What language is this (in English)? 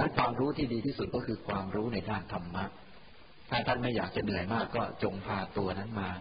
Thai